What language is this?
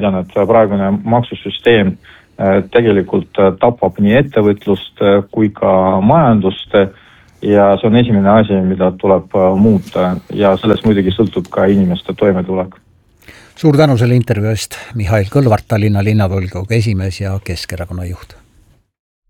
Estonian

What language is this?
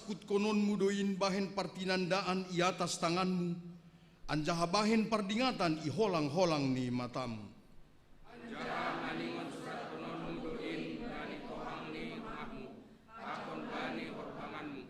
Batak Simalungun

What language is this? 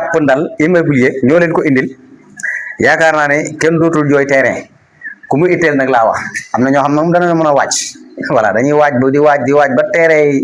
Wolof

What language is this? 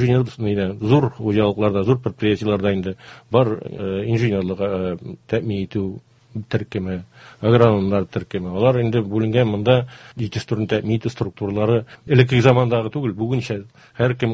Tatar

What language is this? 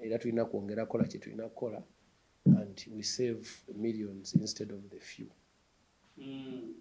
Ganda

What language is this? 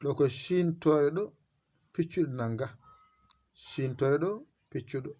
Fula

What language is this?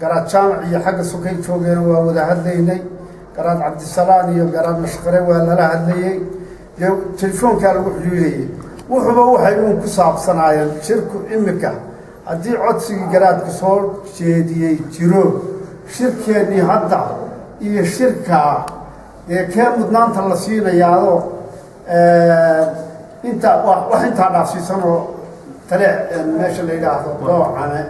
Somali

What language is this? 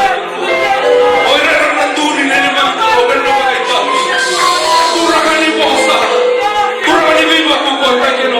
Fijian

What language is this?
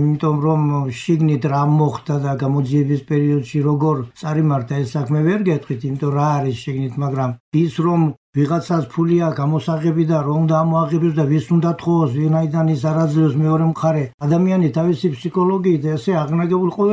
Georgian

